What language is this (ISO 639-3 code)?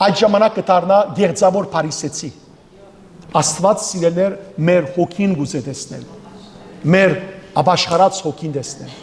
hyw